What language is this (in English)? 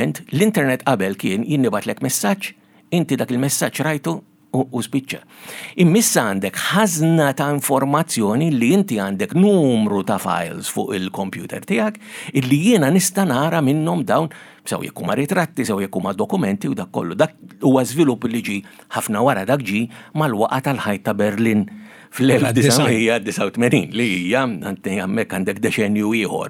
Maltese